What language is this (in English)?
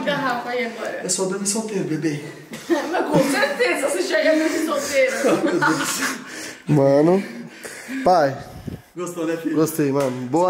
Portuguese